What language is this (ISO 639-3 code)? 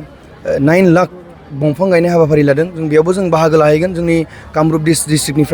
brx